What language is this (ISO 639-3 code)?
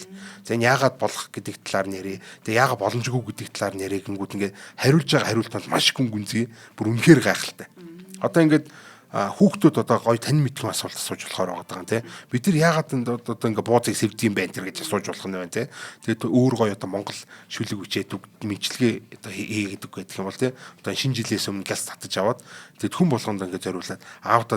mon